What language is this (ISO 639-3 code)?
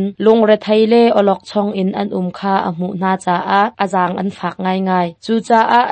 cnh